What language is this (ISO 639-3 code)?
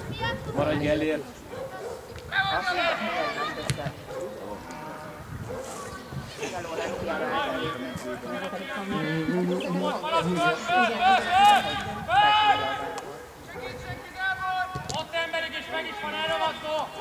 hun